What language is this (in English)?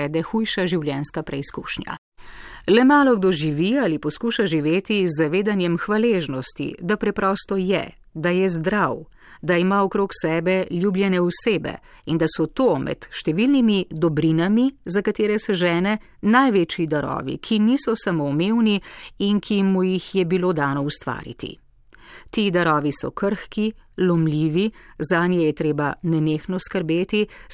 Slovenian